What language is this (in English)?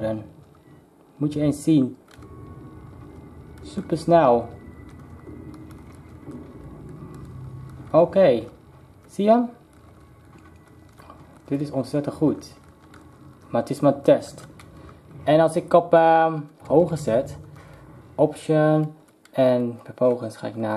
Dutch